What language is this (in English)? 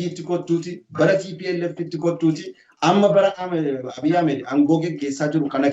Oromo